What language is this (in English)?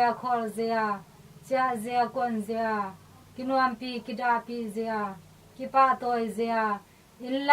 Tedim Chin